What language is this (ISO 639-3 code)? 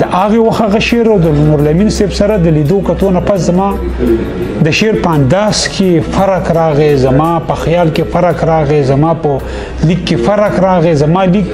pus